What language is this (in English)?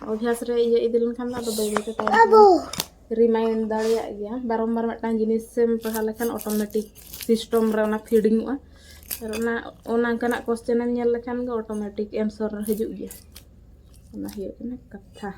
Santali